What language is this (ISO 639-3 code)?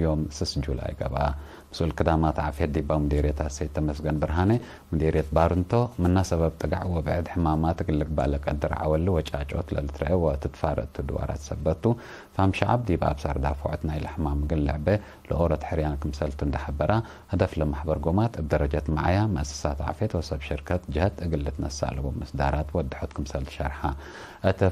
tig